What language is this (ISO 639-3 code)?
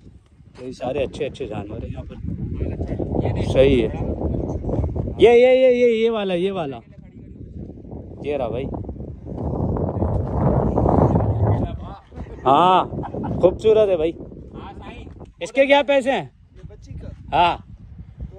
hin